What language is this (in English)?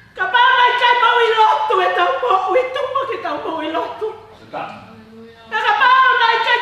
Tongan